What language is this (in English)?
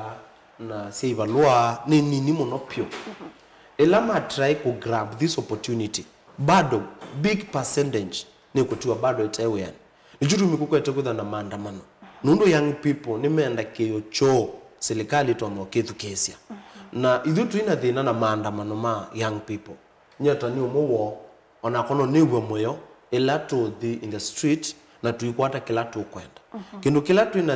Kamba